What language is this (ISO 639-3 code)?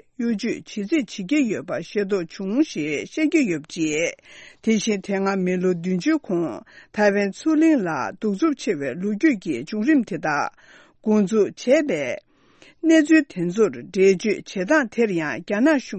bod